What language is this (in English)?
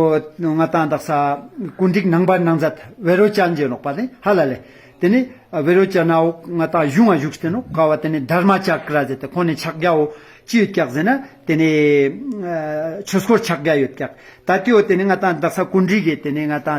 Ladakhi